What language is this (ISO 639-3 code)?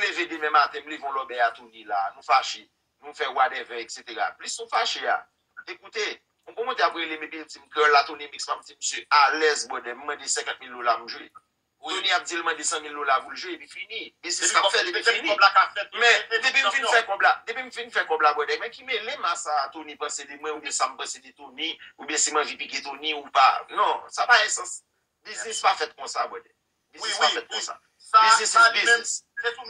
hat